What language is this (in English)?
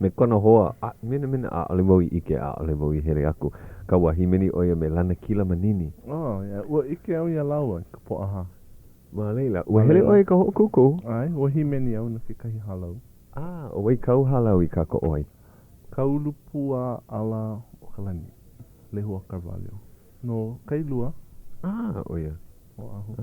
Hawaiian